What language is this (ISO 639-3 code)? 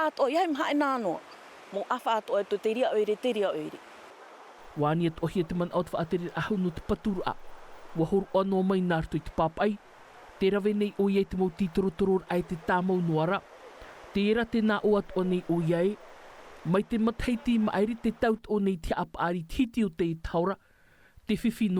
tah